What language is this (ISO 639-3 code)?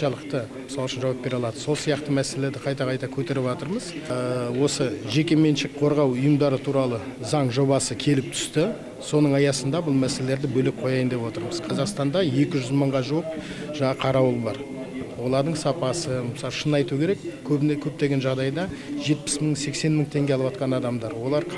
kaz